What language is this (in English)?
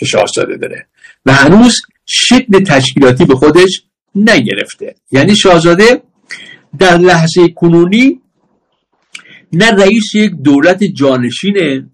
Persian